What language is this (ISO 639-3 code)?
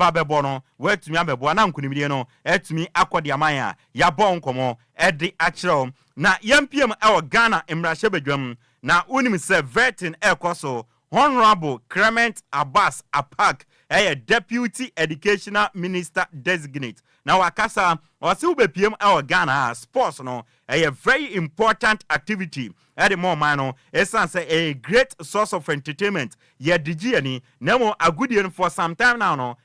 aka